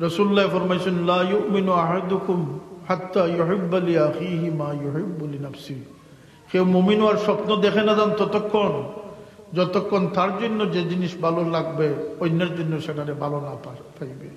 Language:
Sylheti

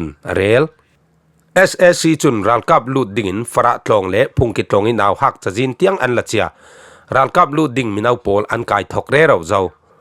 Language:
Falam Chin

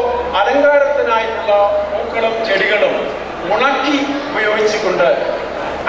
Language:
Malayalam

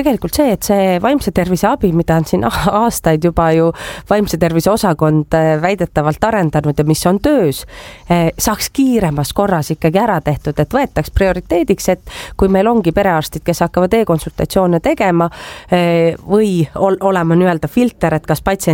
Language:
Estonian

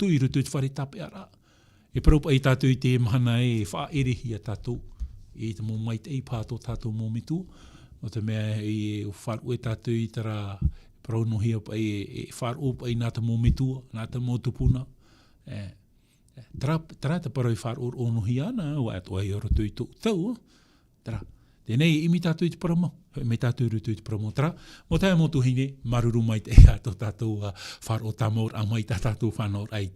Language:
Tahitian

